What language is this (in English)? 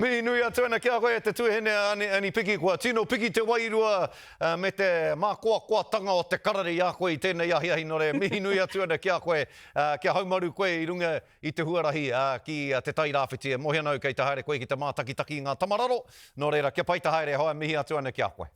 Māori